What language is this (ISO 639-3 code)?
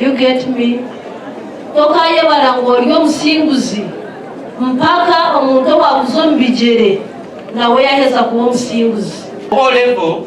nyn